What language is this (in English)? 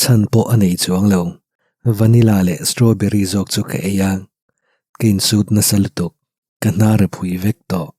Mizo